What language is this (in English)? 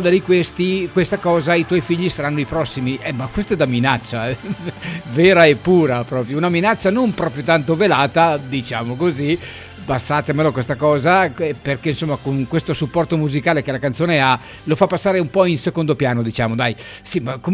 Italian